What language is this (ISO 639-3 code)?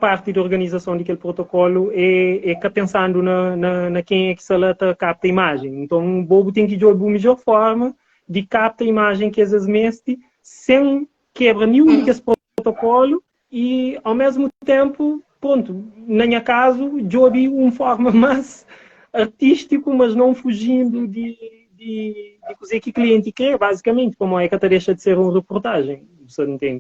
kea